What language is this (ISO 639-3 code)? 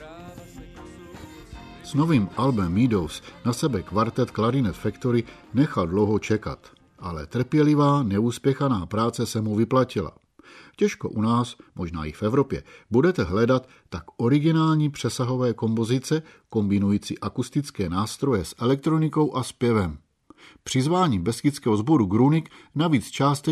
ces